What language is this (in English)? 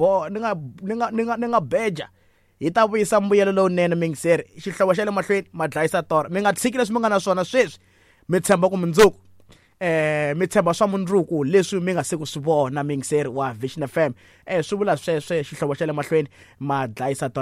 Tsonga